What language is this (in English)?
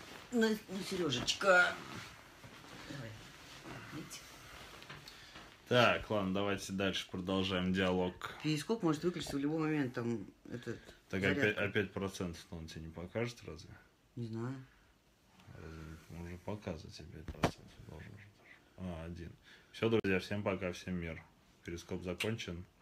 Russian